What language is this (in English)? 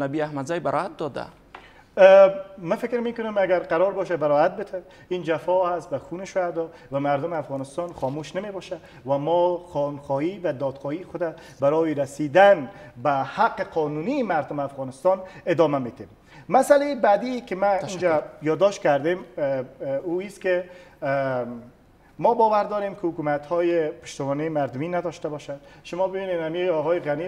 Persian